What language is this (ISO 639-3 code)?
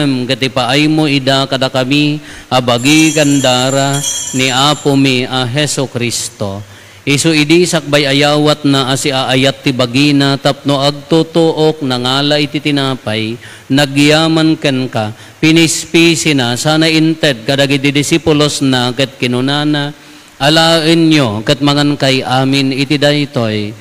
ilo